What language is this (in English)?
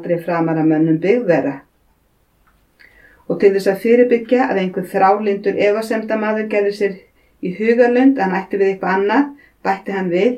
Icelandic